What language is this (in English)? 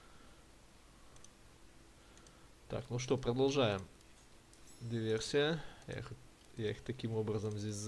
Russian